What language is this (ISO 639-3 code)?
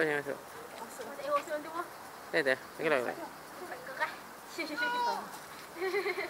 msa